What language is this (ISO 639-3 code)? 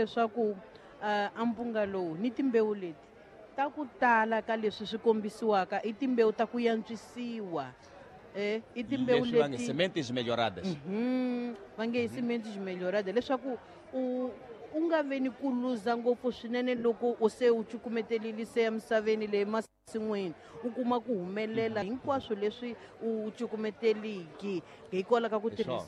tso